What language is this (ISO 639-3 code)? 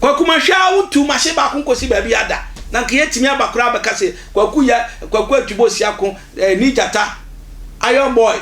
aka